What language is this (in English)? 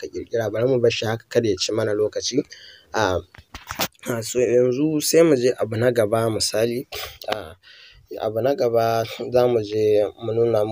Hausa